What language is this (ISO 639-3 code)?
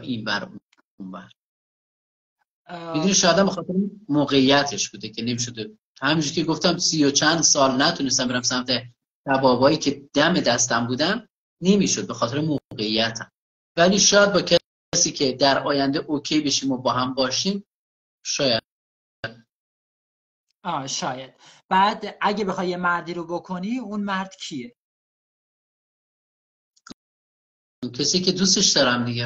fas